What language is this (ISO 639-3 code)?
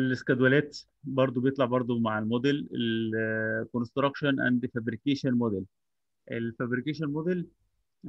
arz